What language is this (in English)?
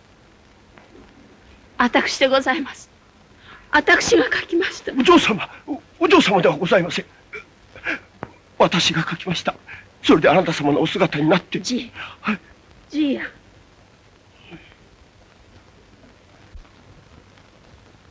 Japanese